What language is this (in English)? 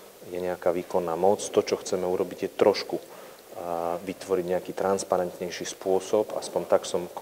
Slovak